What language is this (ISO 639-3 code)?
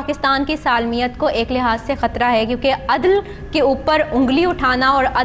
urd